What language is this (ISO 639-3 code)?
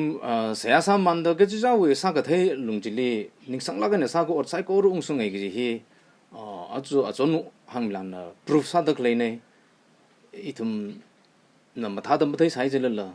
nmf